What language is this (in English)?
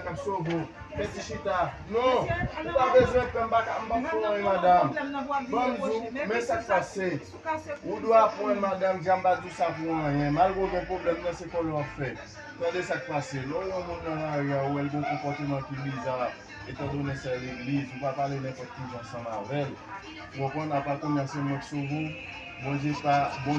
Haitian Creole